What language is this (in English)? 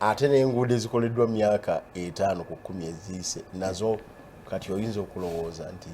Ganda